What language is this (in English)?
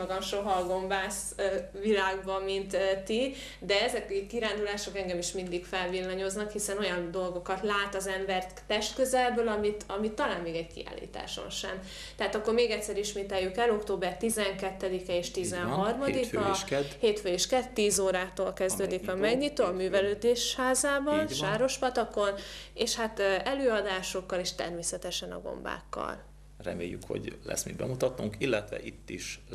Hungarian